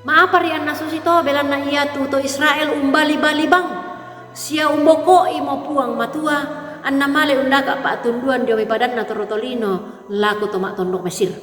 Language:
Toraja-Sa'dan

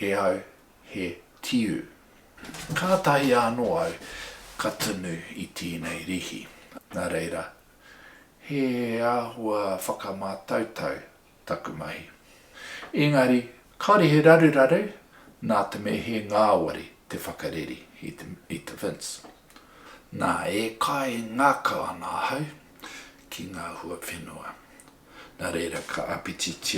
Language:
Māori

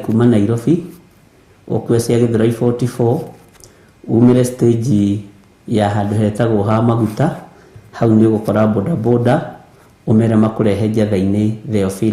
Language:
Kikuyu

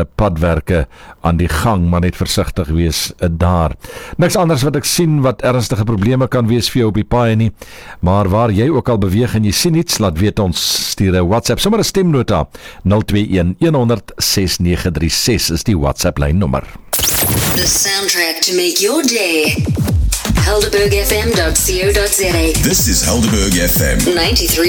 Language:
Afrikaans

